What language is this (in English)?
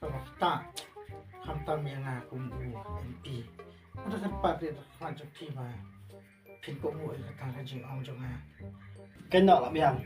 Khasi